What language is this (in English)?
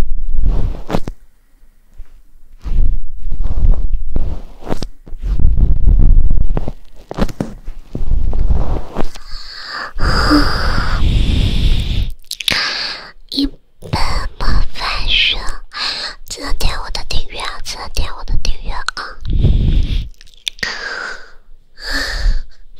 Chinese